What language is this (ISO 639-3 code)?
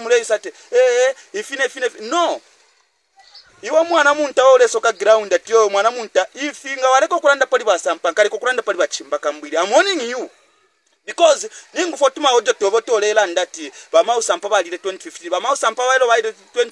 bem